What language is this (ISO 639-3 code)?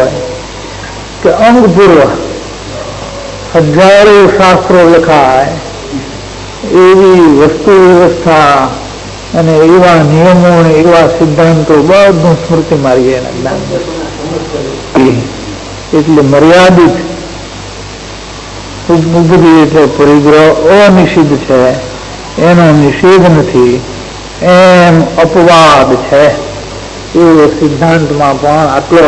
guj